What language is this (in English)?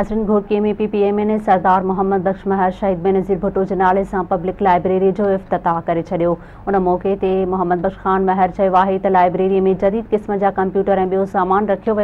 Sindhi